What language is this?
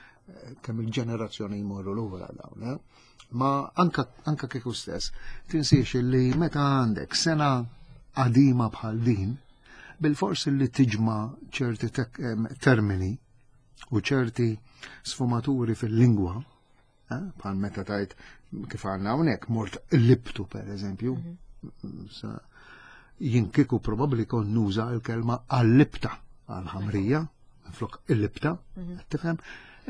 Maltese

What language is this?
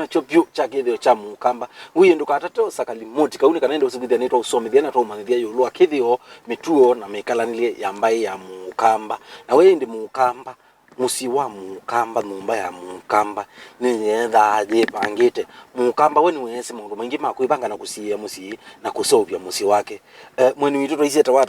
Kamba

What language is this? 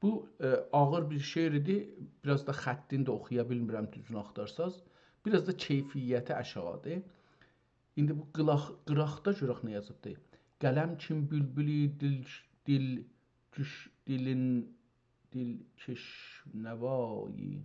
South Azerbaijani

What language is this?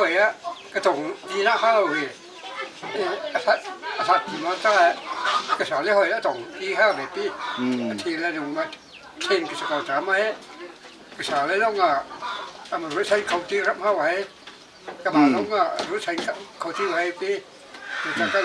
Hakha Chin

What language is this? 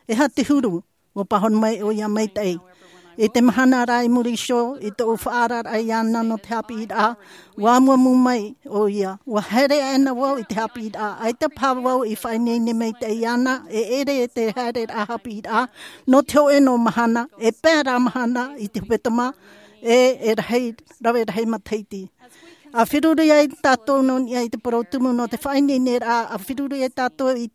Tahitian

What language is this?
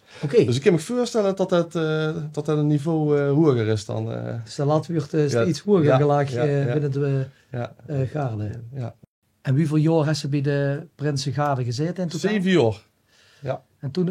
Limburgish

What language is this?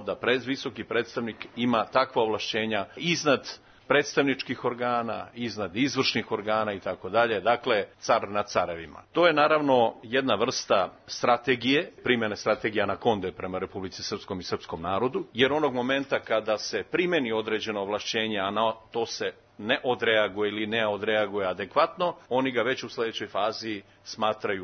Serbian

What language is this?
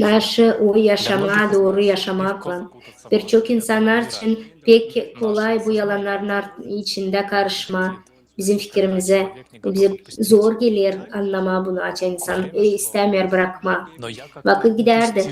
Gagauz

